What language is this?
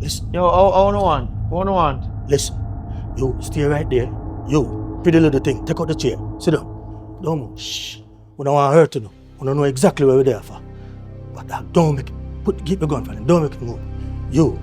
Jamaican Creole English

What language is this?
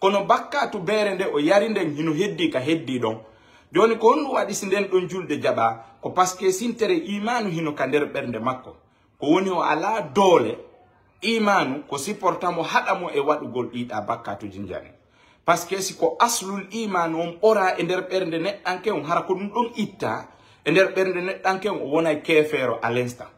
Fula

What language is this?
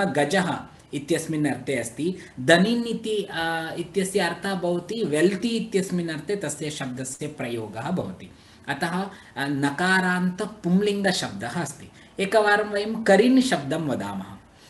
Sanskrit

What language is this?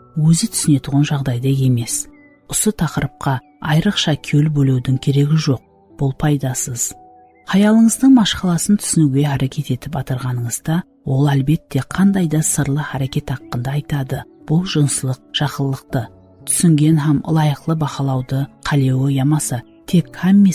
Kara-Kalpak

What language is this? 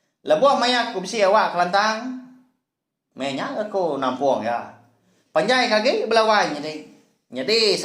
Iban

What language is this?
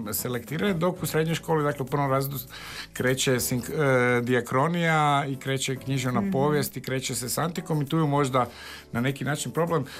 Croatian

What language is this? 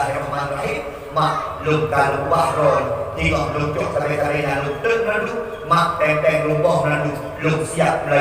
Achinese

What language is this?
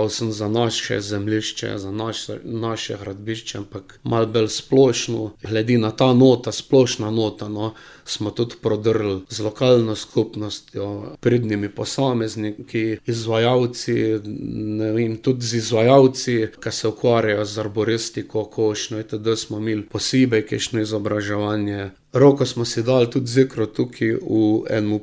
Slovenian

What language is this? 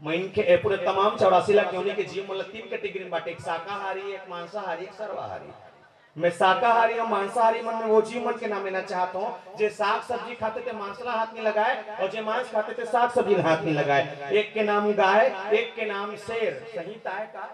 Chhattisgarhi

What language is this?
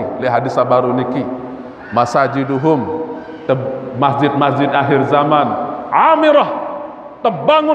Sasak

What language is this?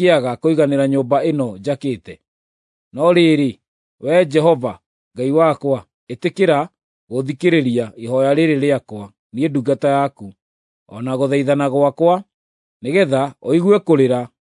Kikuyu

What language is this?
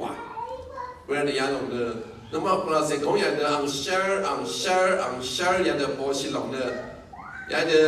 Rawang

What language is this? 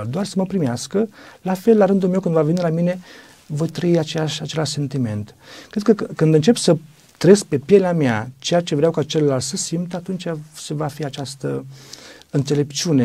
Romanian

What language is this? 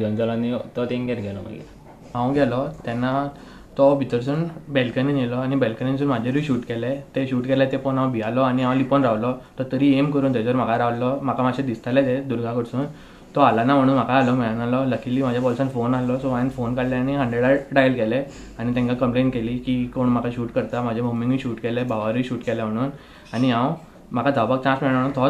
Konkani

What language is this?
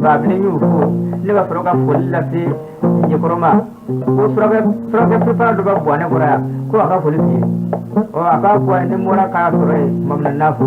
Bambara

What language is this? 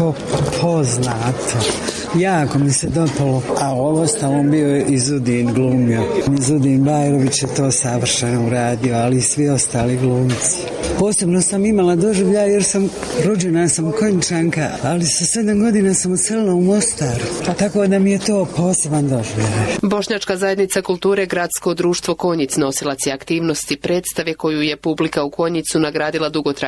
Bosnian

